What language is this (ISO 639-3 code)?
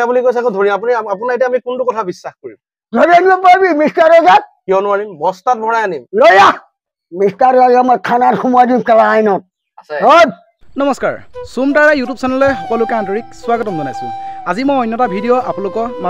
asm